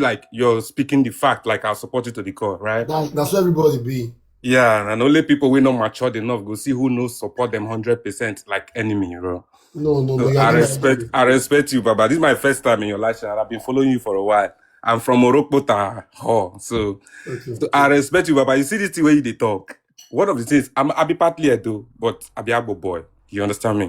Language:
Nigerian Pidgin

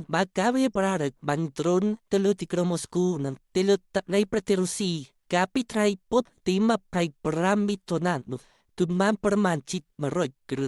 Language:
Khmer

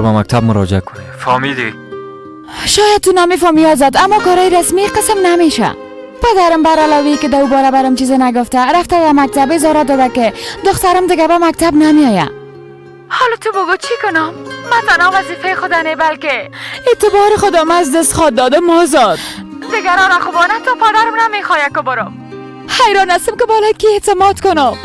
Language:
Persian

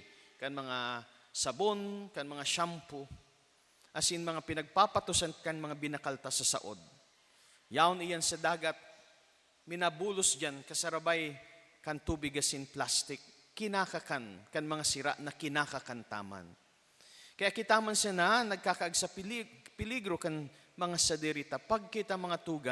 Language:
Bikol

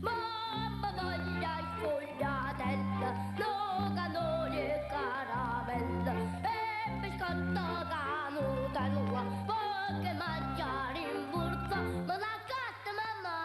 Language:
Neapolitan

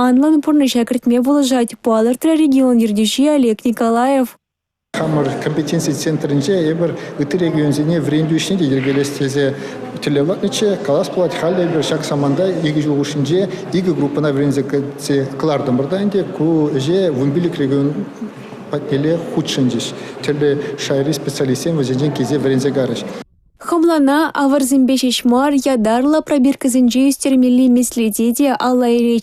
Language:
Chuvash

